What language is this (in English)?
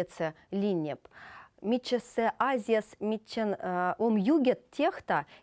Veps